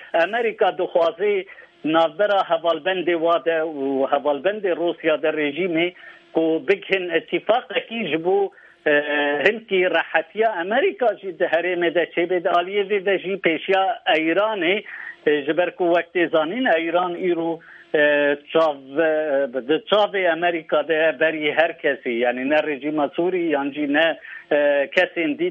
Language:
Kurdish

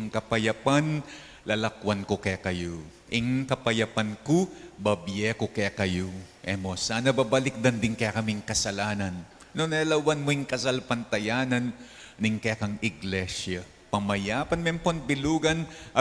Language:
Pampanga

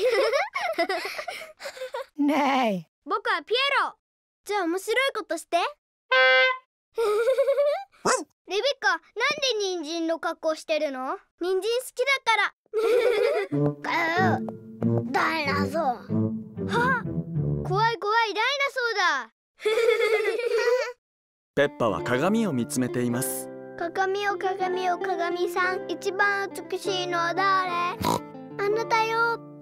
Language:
Japanese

